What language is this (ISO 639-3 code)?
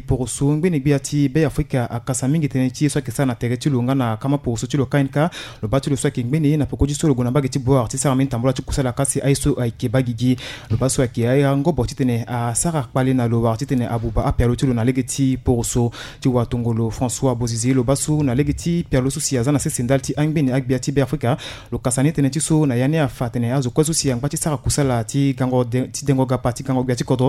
sag